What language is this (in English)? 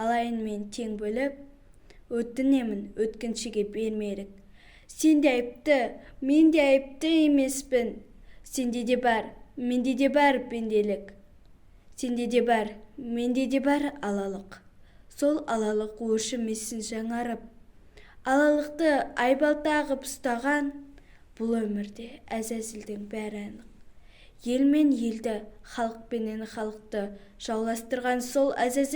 Kazakh